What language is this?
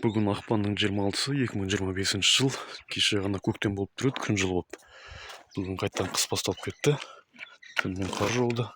Kazakh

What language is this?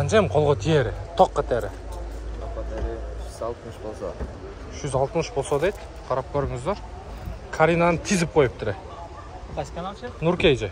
Kyrgyz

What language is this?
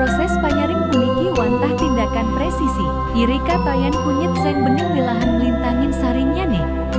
Balinese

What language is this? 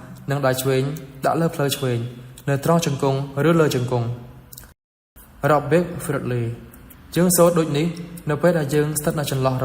Khmer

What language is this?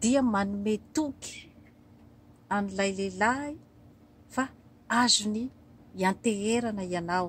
Malagasy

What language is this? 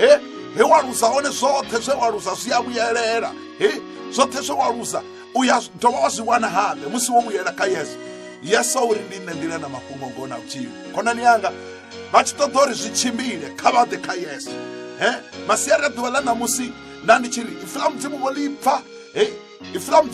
Venda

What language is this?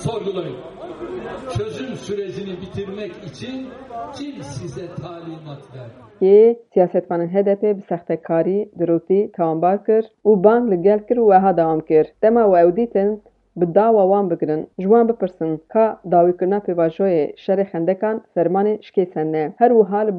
Kurdish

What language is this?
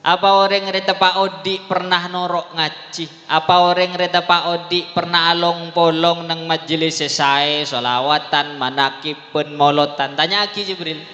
Madurese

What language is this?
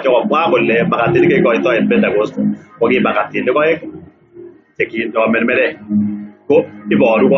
Kalenjin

